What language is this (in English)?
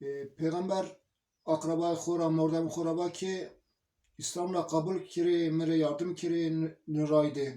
Zaza